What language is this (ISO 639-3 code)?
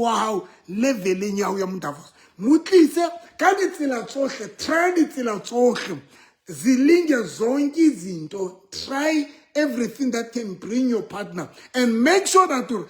sot